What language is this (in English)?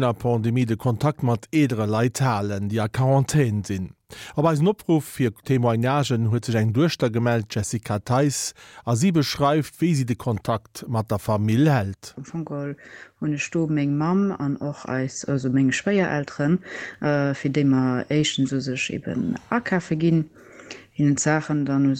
Luxembourgish